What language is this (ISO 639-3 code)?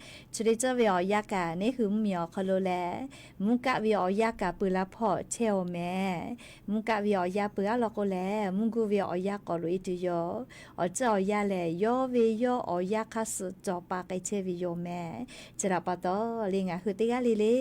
lhu